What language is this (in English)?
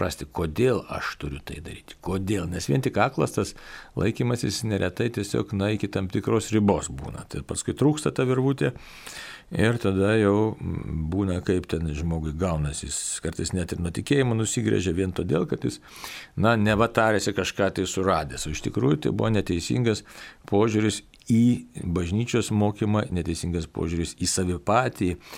Lithuanian